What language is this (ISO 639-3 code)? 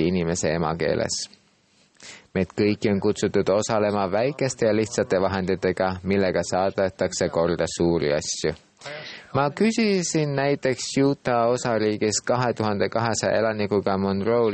est